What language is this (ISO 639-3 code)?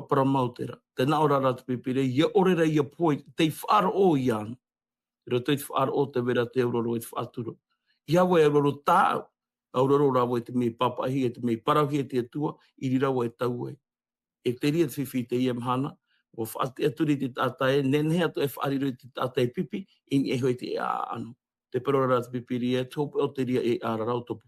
tah